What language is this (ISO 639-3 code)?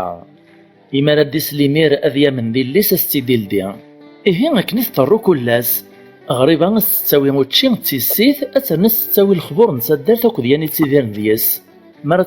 kab